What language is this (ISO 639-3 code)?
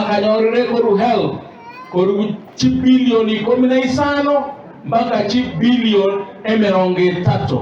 guz